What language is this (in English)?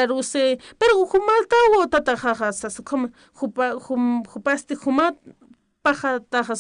Aymara